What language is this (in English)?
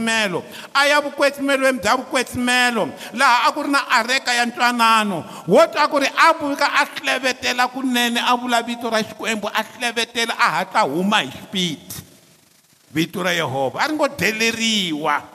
Tsonga